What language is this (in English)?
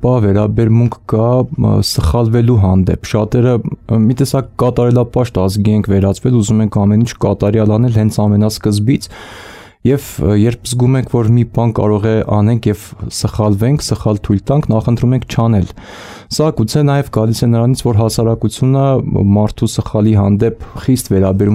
Armenian